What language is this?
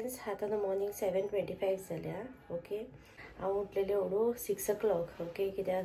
Konkani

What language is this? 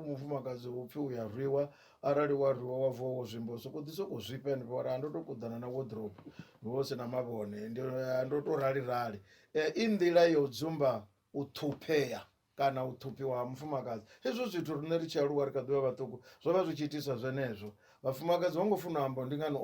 Venda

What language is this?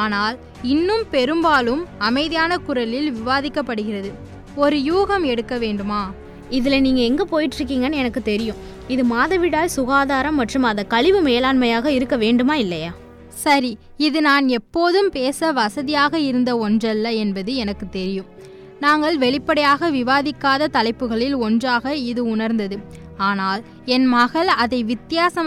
Tamil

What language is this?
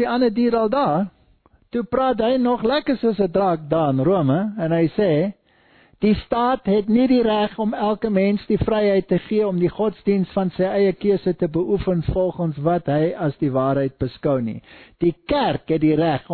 Afrikaans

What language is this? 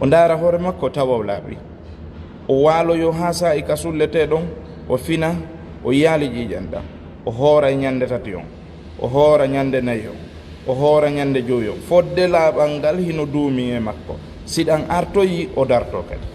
Fula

